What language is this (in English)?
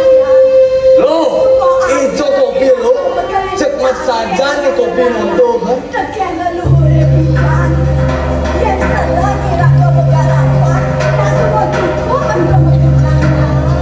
Balinese